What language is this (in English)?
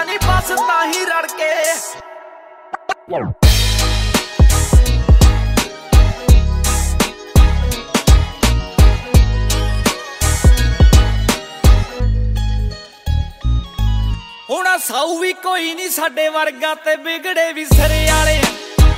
Punjabi